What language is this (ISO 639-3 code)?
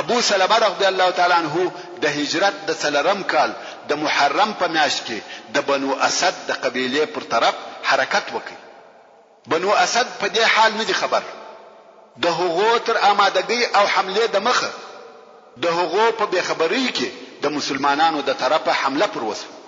pus